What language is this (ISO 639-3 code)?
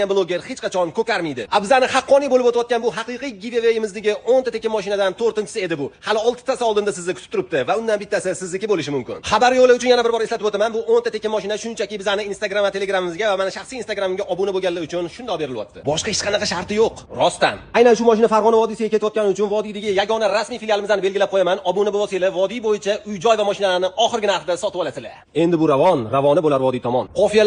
uzb